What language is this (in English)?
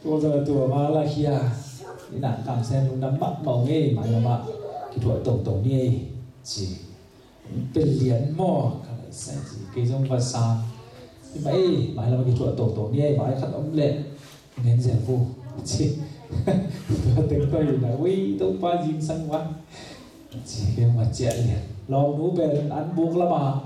Tedim Chin